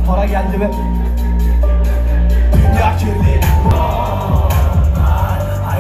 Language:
Turkish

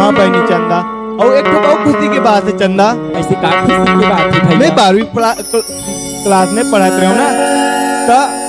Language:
Chhattisgarhi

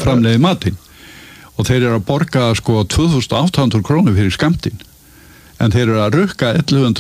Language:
Icelandic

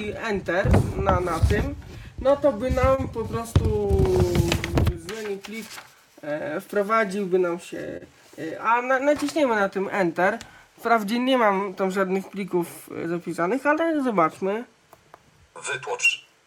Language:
Polish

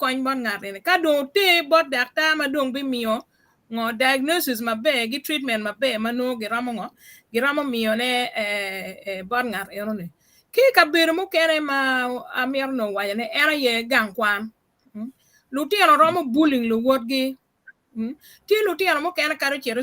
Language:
Acoli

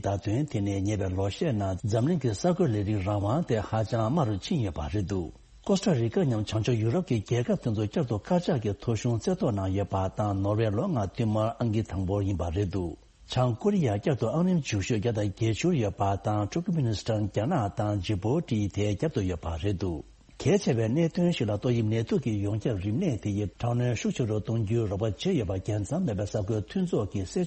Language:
Tibetan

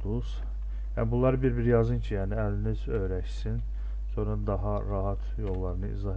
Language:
Azerbaijani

